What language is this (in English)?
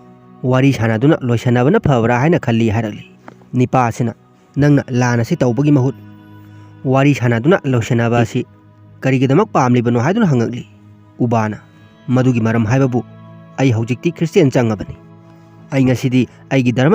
Manipuri